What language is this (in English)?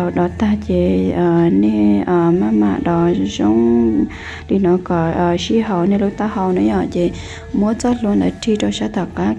Hmong